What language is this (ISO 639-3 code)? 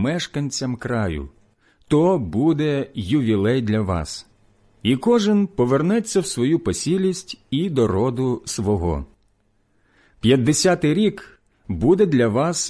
ukr